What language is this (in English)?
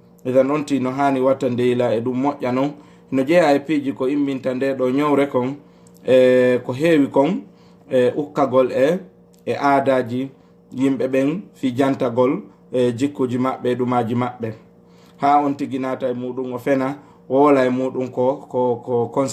Fula